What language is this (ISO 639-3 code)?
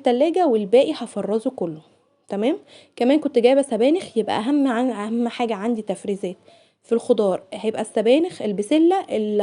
arz